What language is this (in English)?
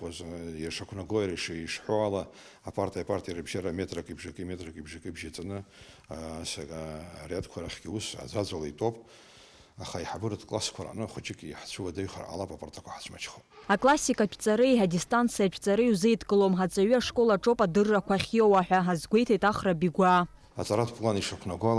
Abkhazian